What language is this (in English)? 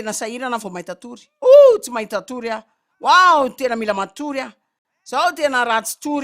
Malagasy